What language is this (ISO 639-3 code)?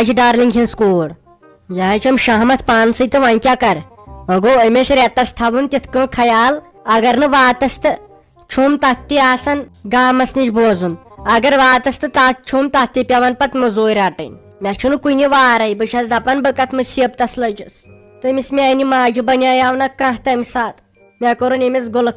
kas